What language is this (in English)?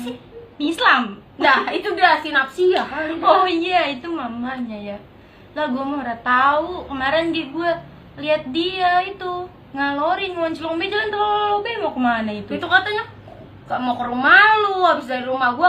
Betawi